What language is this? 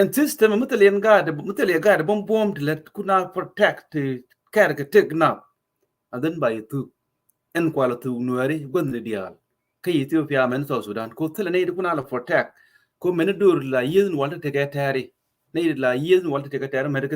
Nuer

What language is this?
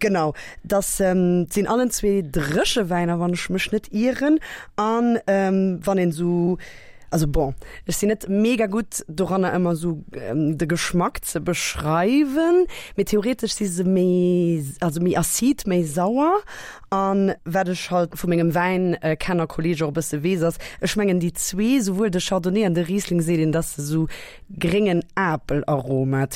Luxembourgish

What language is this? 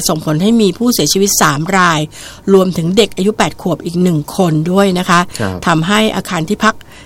Thai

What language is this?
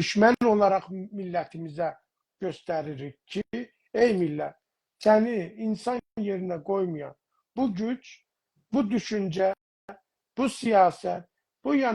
South Azerbaijani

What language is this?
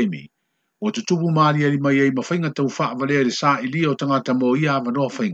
Samoan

